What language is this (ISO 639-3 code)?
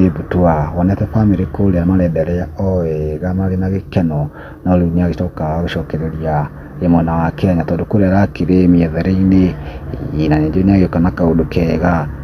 kik